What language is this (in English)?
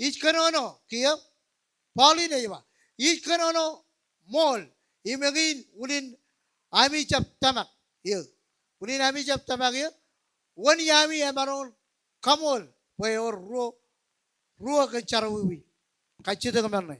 Marshallese